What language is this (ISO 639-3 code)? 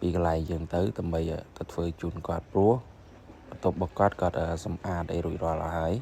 khm